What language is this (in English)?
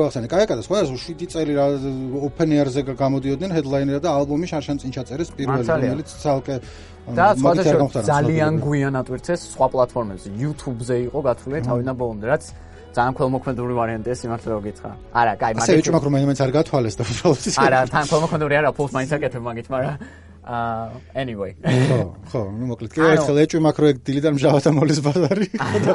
Georgian